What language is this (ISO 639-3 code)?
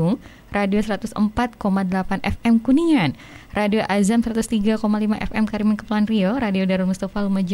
ind